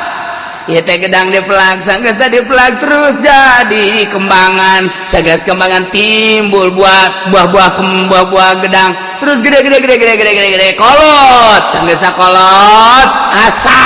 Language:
Sundanese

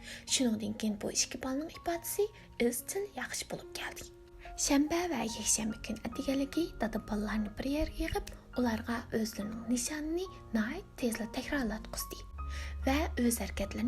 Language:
Uyghur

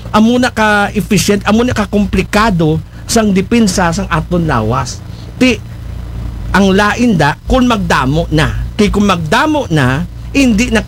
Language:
Aklanon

